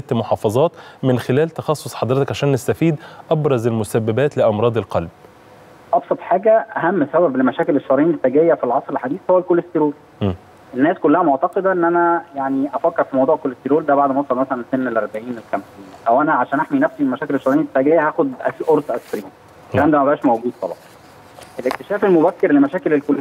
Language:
Egyptian Arabic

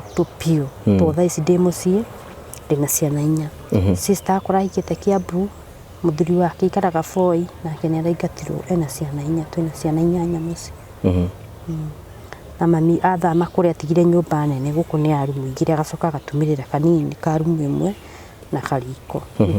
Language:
Kikuyu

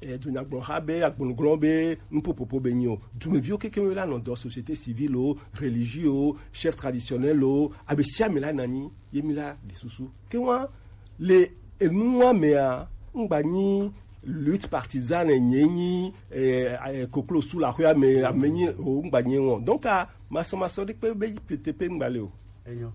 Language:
Gen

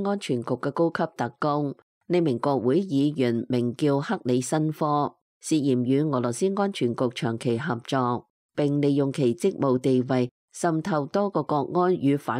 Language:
Cantonese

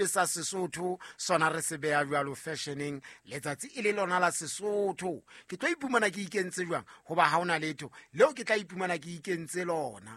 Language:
Southern Sotho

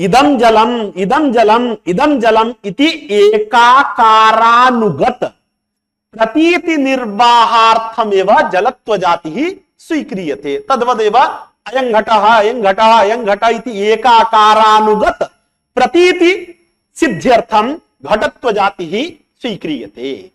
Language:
Sanskrit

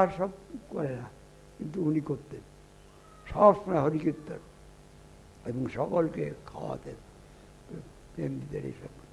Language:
Bangla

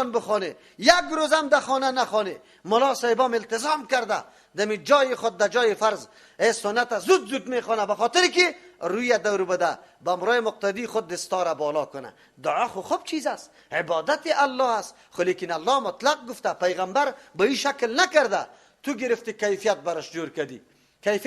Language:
Persian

